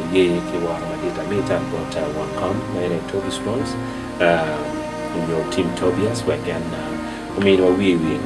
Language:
Acoli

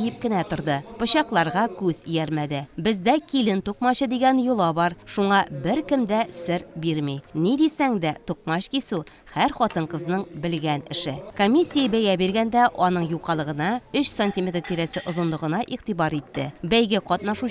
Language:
Tatar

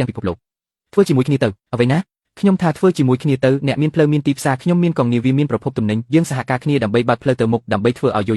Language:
Khmer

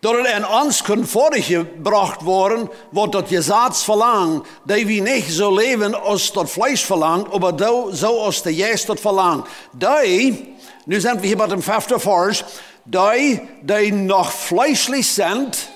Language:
Plautdietsch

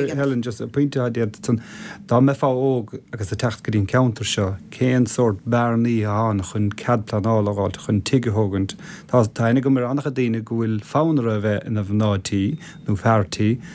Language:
Irish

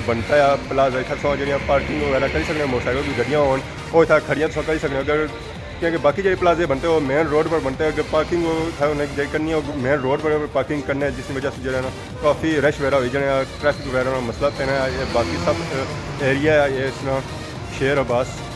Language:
Pahari-Potwari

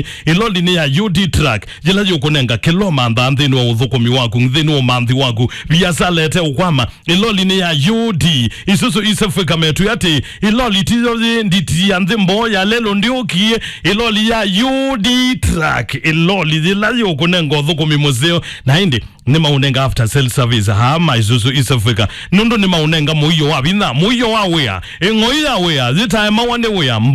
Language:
Kamba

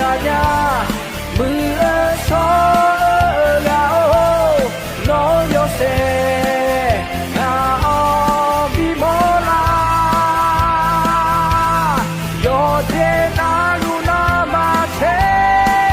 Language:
Akha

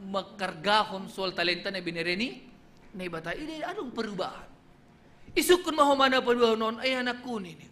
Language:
Batak Simalungun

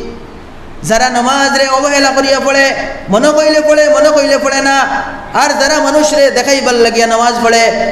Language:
Sylheti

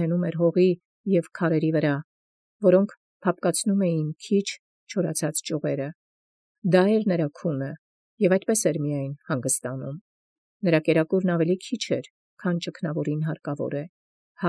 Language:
Armenian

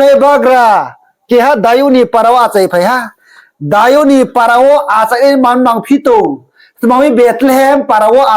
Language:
Riang (India)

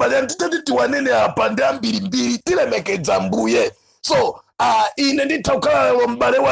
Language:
Nyanja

